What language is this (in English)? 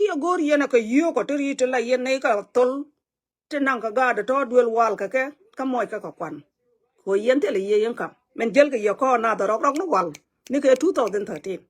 Nuer